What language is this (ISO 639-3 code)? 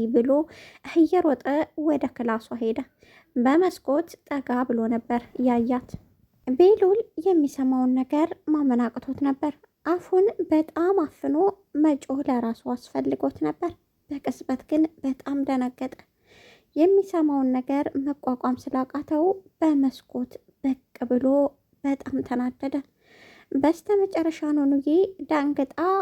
amh